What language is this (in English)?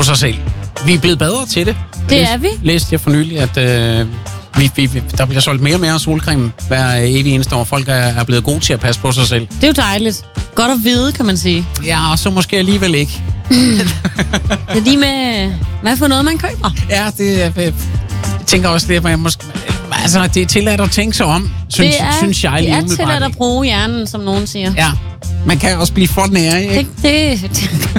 Danish